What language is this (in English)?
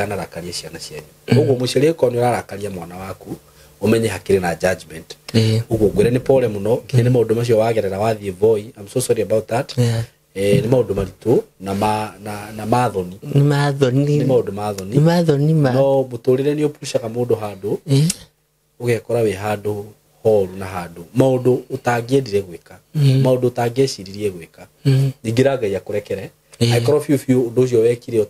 Kikuyu